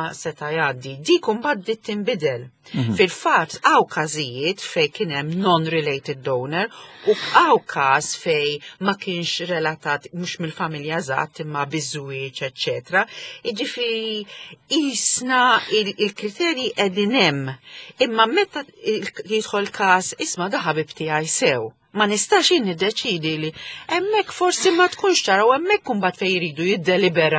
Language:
Maltese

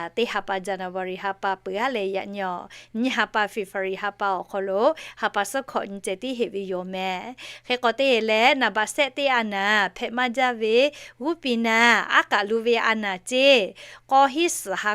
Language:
Lahu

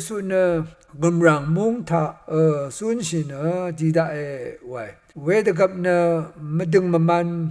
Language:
Rawang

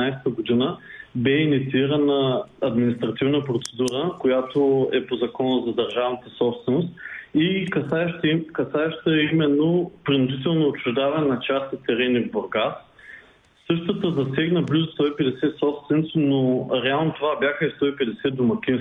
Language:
Bulgarian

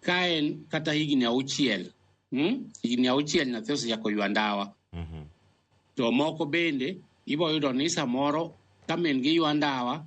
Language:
Luo (Kenya and Tanzania)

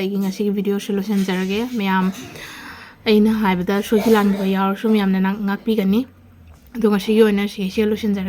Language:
Manipuri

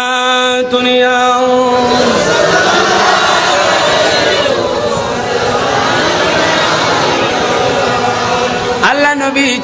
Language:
Bangla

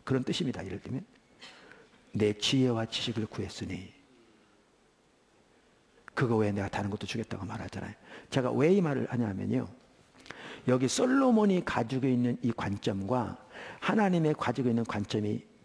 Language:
Korean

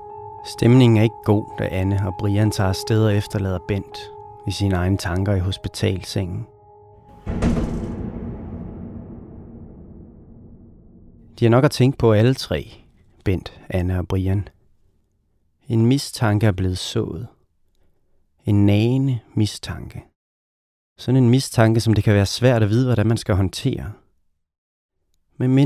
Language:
Danish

